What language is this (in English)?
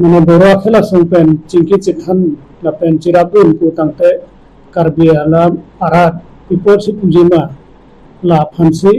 Karbi